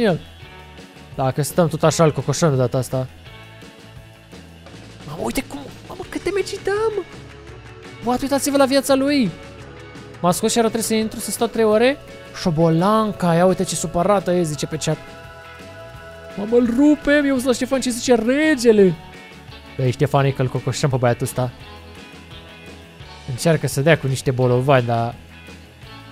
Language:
Romanian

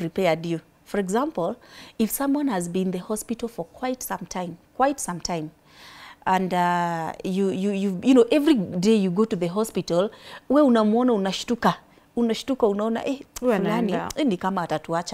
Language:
English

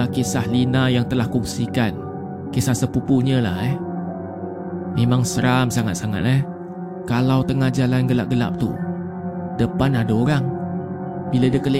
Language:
Malay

